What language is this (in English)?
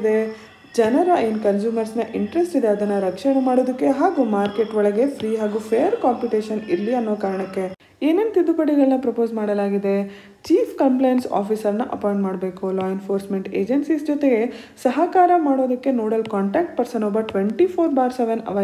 Kannada